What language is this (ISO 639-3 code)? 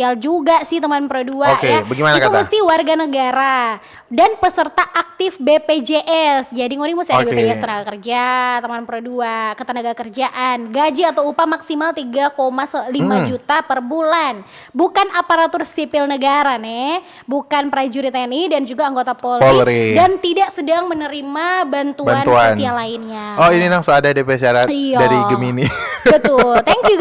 xmm